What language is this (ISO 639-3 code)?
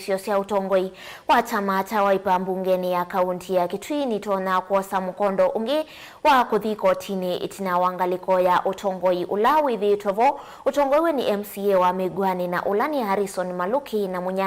kam